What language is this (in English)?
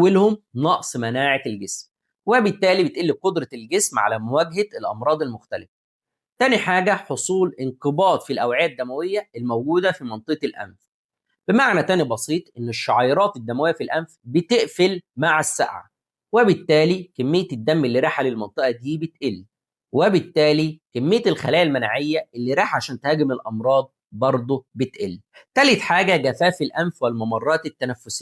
Egyptian Arabic